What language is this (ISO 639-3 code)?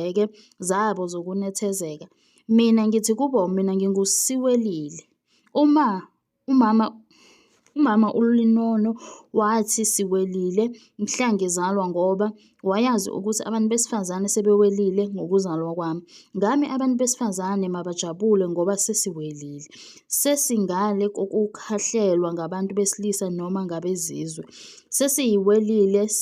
zul